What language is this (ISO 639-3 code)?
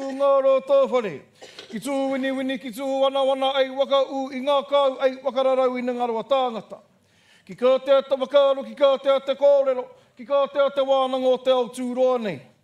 mri